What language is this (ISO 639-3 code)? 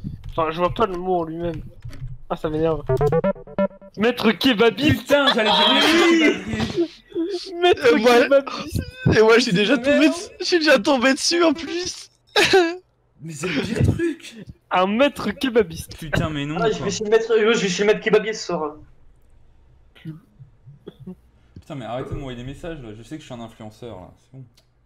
fra